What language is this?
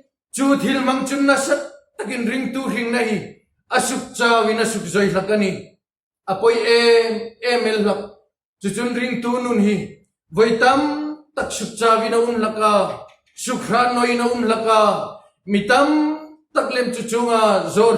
Hmar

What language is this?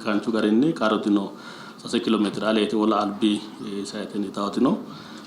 Sidamo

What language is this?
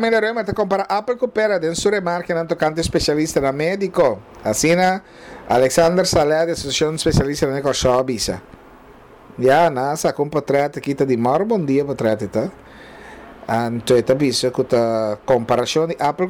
Papiamento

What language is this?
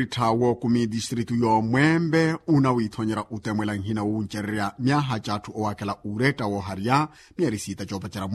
Makhuwa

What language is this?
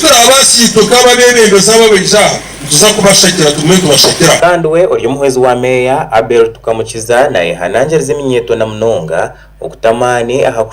Nyankole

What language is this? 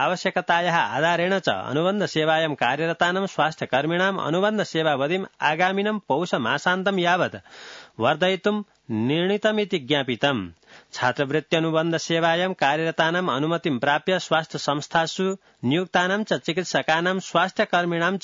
Sanskrit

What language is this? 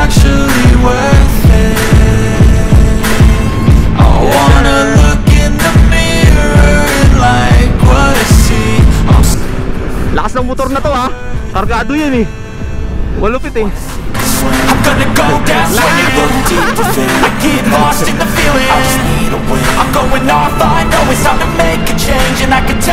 Filipino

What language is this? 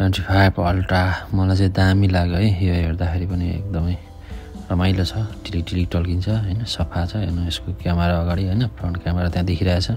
Nepali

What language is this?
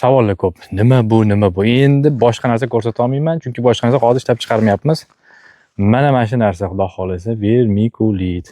Uzbek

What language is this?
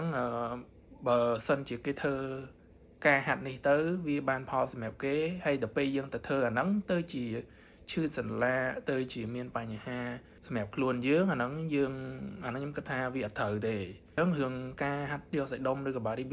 Khmer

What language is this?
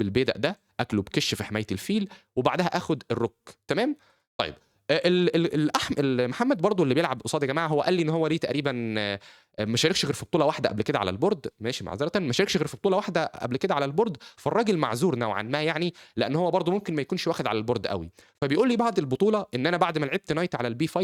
Egyptian Arabic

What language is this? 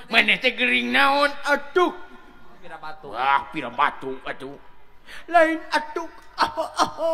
Sundanese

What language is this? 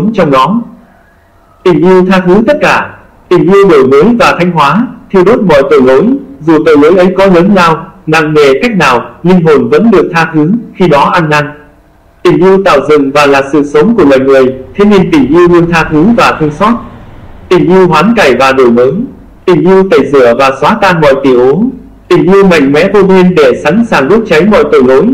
Vietnamese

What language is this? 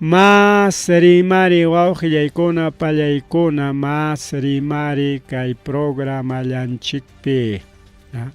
Ayacucho Quechua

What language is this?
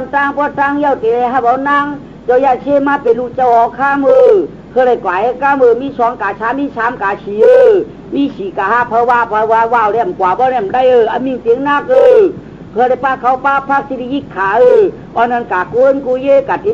Shan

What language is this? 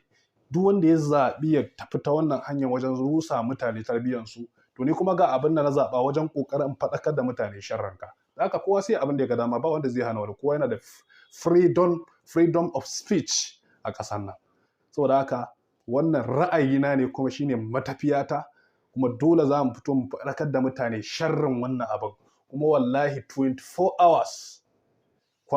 Hausa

